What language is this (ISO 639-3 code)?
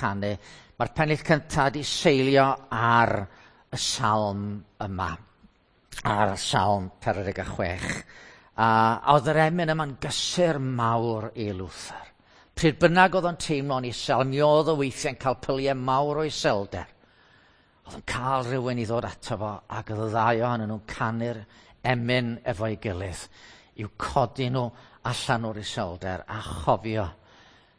cym